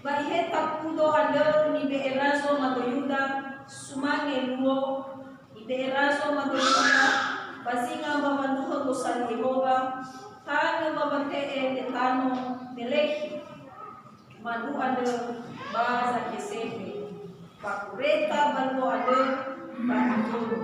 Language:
Nias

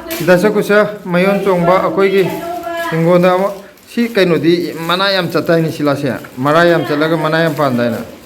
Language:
Manipuri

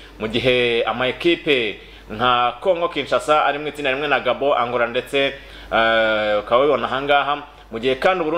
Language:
Kinyarwanda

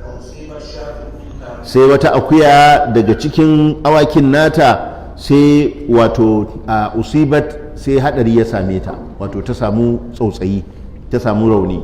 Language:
Hausa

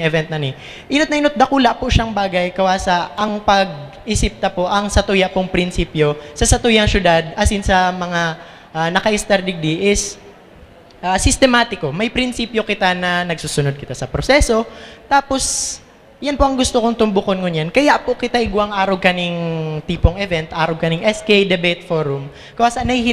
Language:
Bikol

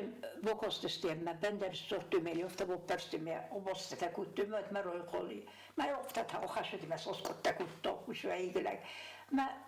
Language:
Ossetic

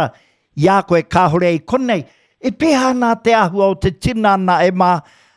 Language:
Māori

